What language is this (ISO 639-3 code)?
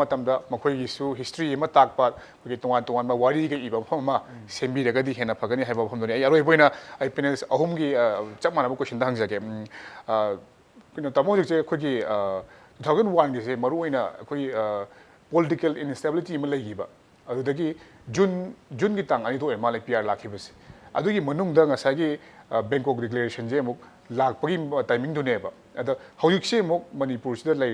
mni